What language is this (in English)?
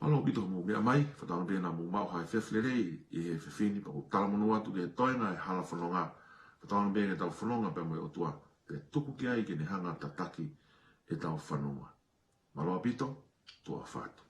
Tongan